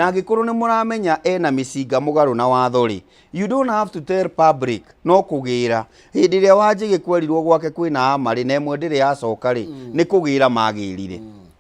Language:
Kikuyu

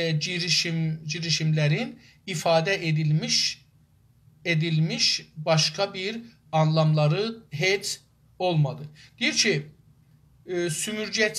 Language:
South Azerbaijani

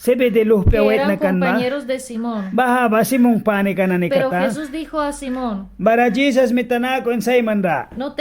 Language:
Mískito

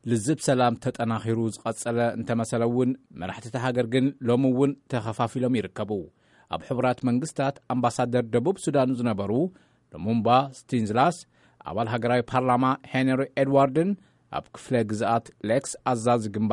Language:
Tigrinya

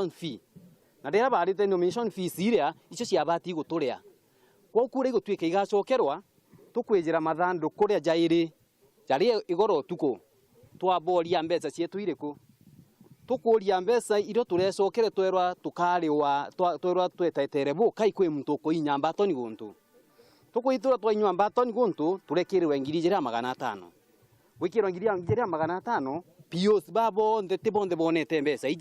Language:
Meru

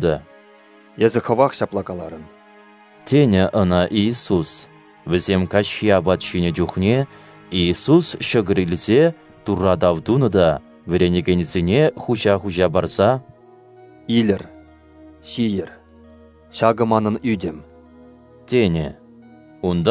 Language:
Chuvash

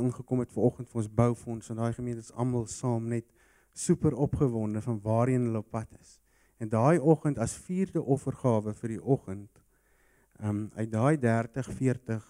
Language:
Afrikaans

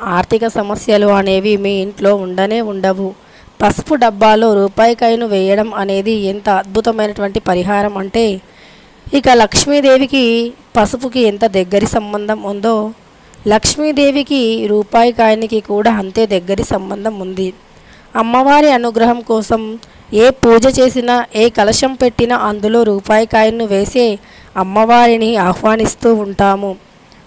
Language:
Telugu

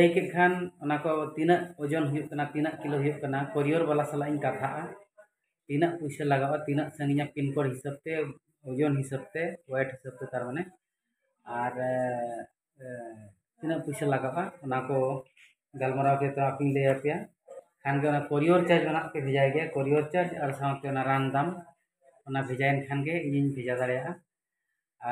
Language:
Santali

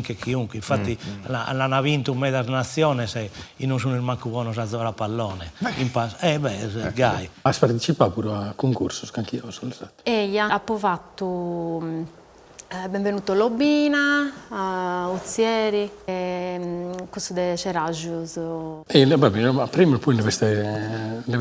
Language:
Sardinian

